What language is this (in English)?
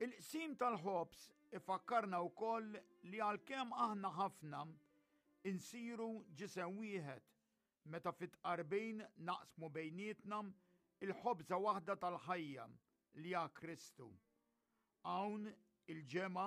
Maltese